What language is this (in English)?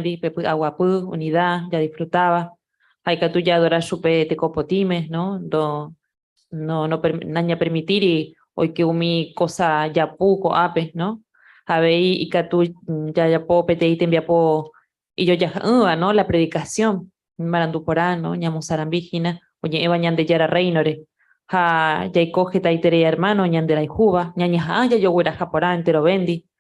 Guarani